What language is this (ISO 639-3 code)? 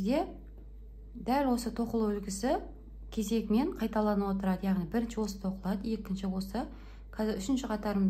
kaz